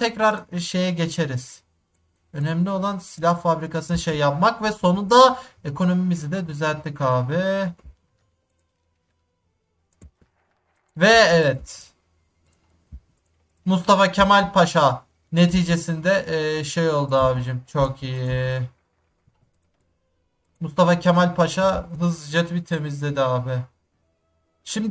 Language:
Turkish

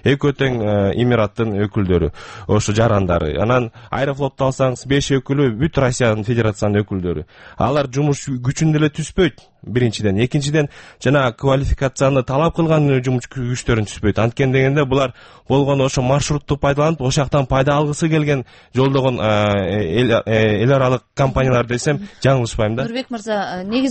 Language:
Kyrgyz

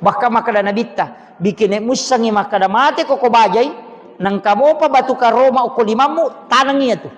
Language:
Buginese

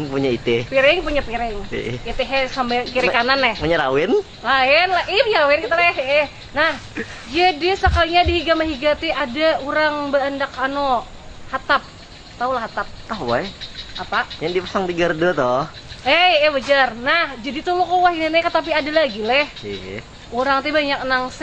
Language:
Banjar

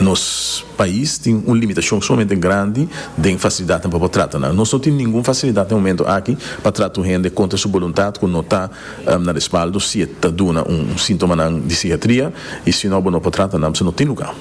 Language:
Papiamento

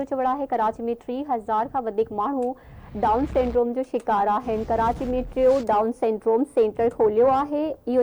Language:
Sindhi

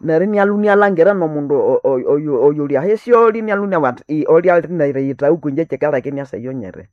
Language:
Nande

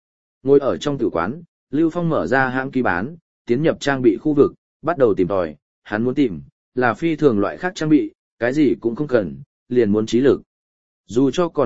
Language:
Vietnamese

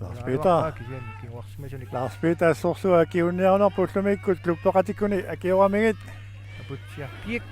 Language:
Kalaallisut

